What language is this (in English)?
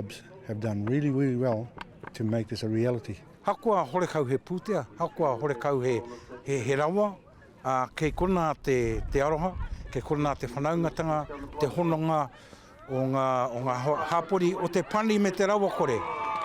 Māori